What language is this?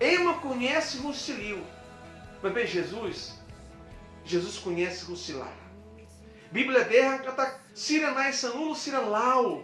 Tetum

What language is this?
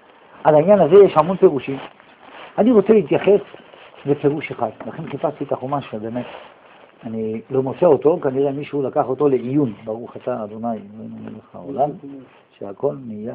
Hebrew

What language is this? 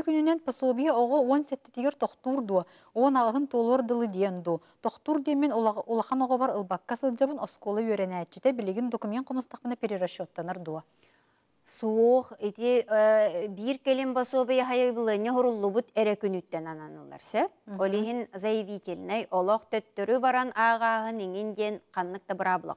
Yakut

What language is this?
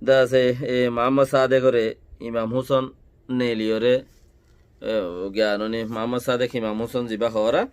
Rohingya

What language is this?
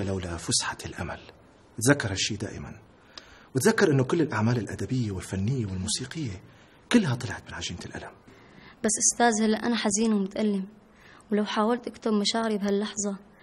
North Levantine Arabic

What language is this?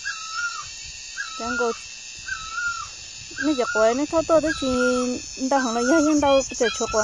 Vietnamese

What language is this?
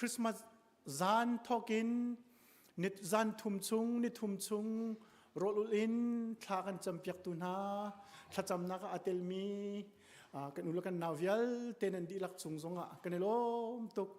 Hakha Chin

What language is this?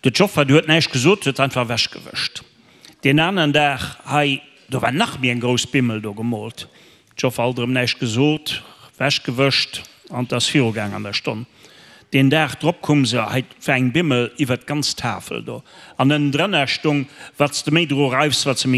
Luxembourgish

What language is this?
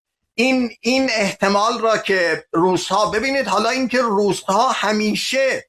Persian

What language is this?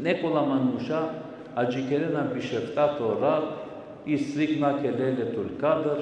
Balkan Romani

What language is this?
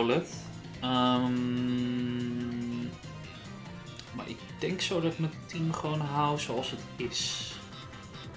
Dutch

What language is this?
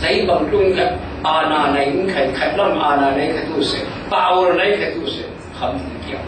Falam Chin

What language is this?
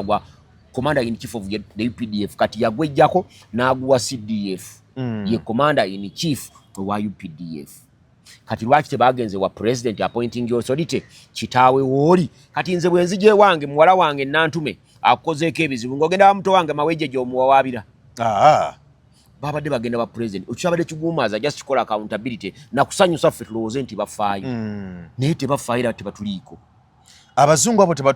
Ganda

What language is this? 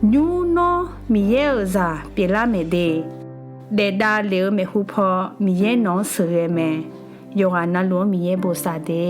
Akha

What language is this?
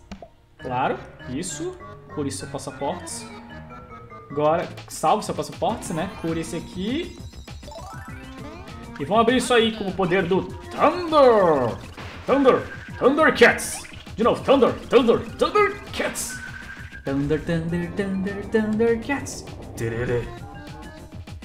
Portuguese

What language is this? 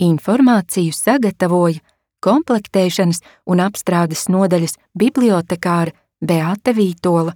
Latvian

